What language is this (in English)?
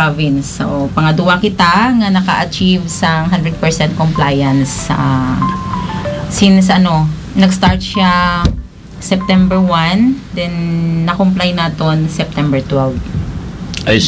Hiligaynon